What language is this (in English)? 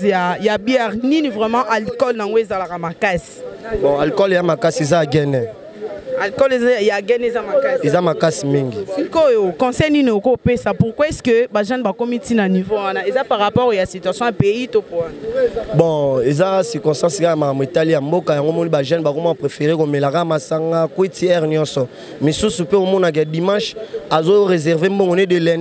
Lingala